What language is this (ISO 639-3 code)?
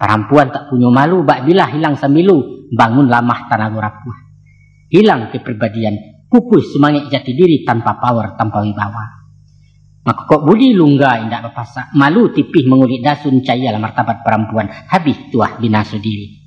min